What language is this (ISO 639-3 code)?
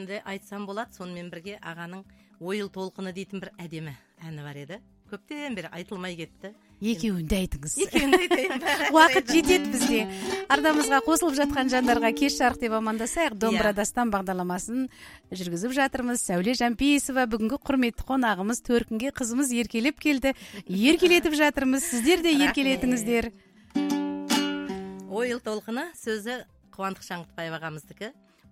kaz